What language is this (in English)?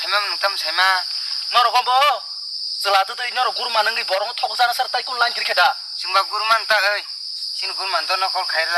Kok Borok